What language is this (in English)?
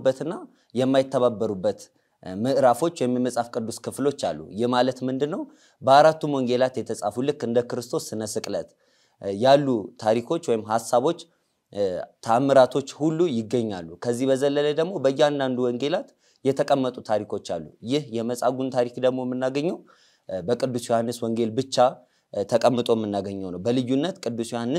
Amharic